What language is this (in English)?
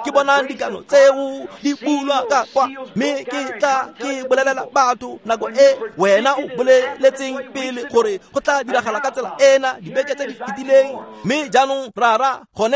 Tswana